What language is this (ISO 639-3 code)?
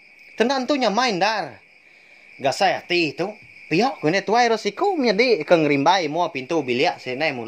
iba